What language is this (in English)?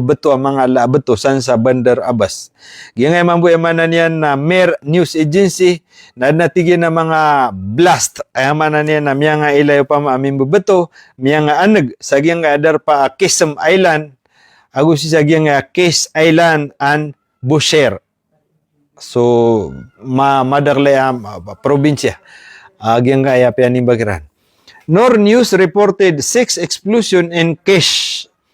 Maranao